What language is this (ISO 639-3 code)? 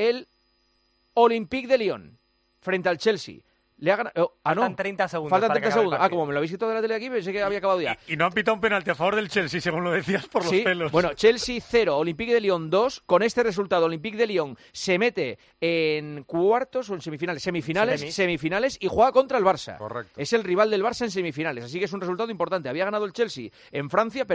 spa